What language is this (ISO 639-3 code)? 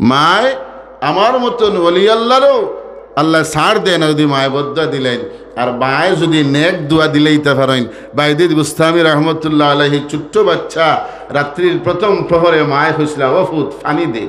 syl